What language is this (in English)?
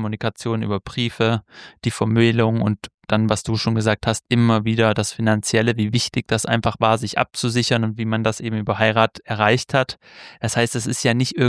German